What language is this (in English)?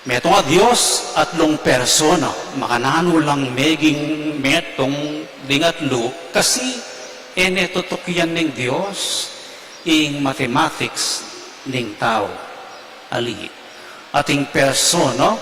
Pampanga